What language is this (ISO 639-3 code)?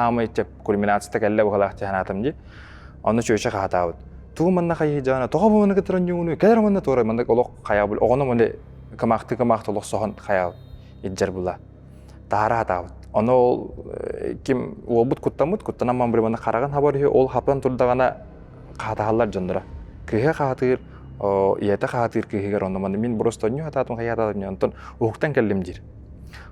sah